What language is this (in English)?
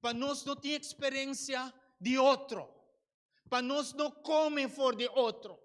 Papiamento